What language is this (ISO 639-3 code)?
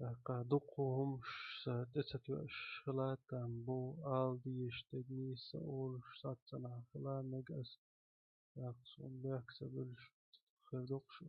che